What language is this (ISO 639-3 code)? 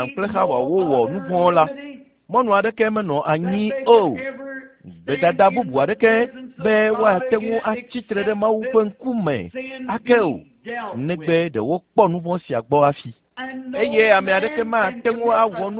ewe